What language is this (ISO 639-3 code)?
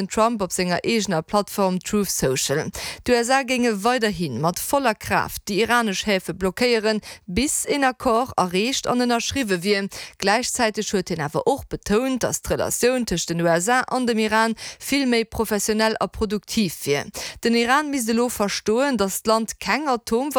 ltz